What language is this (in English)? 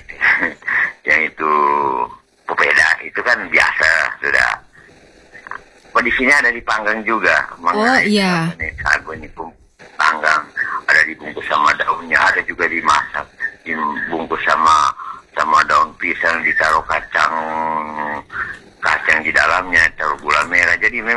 Indonesian